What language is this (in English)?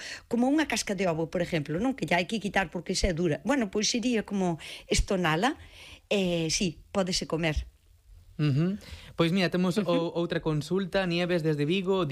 Galician